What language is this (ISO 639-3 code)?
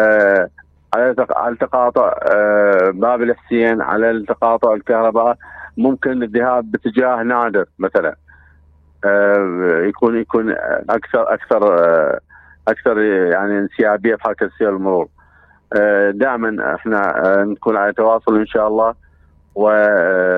acm